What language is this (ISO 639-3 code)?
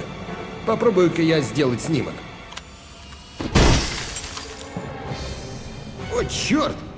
rus